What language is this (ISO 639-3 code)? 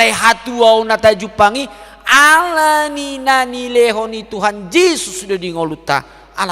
bbc